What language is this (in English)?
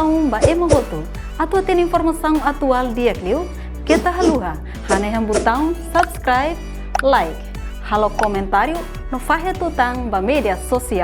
Tetum